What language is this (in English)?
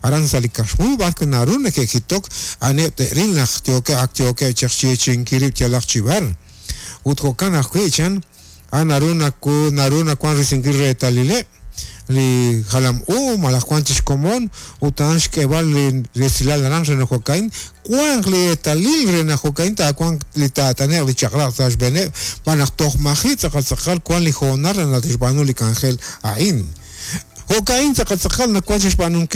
Kekchí